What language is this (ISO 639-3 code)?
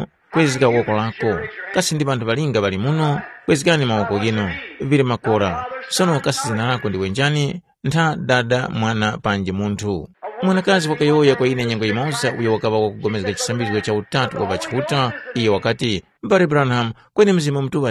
tum